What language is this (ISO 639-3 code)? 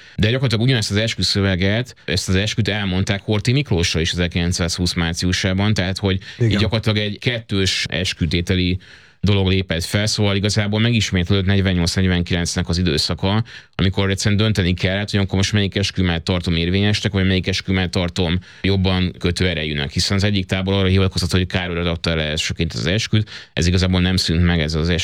hun